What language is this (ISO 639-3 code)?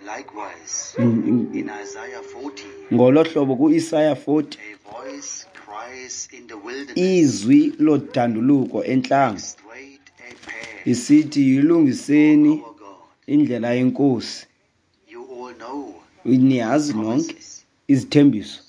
xho